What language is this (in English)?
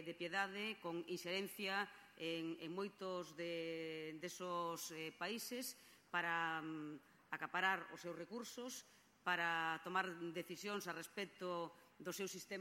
Galician